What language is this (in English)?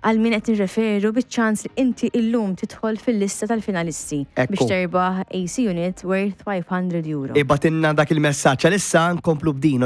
Maltese